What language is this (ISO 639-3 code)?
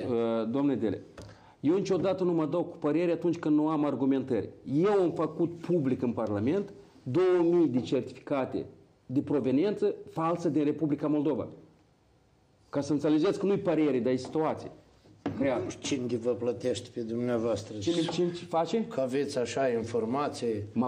ron